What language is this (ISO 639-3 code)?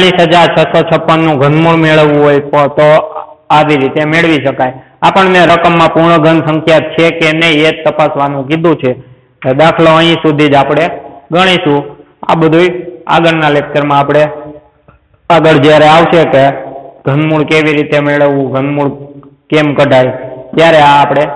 guj